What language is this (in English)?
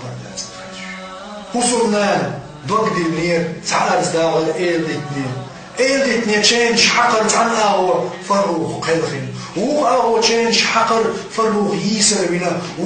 Chechen